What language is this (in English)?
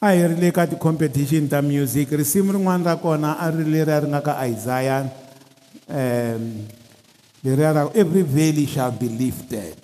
Tsonga